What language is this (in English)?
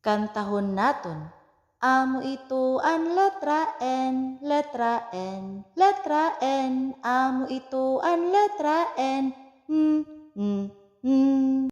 Waray